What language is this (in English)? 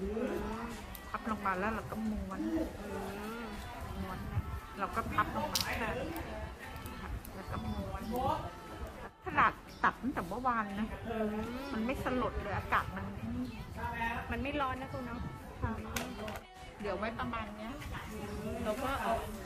Thai